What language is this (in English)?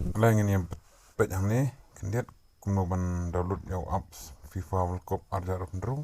Khasi